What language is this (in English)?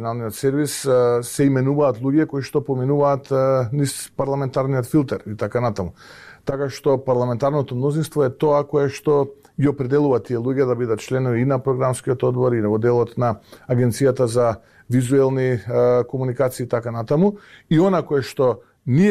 Macedonian